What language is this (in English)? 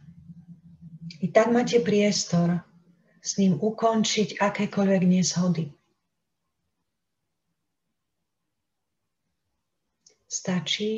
Slovak